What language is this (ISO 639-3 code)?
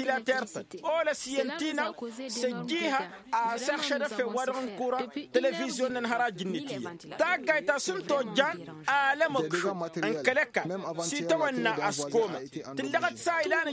taq